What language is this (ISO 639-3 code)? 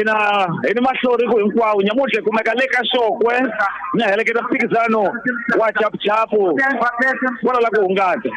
tso